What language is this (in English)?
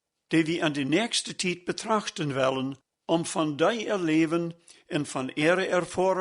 Plautdietsch